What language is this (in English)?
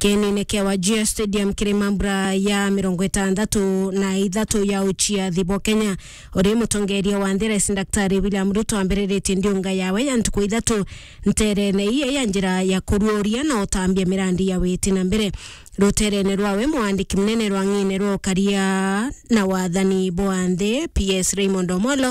Meru